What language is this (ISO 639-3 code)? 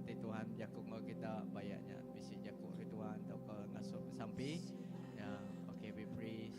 iba